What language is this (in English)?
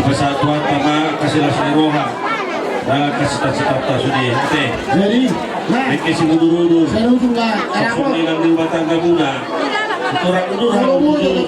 Batak Toba